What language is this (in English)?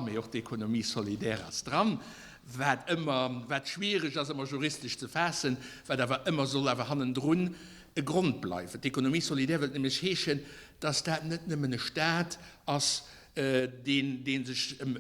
Luxembourgish